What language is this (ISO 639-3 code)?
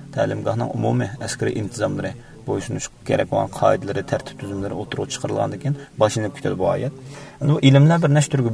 uig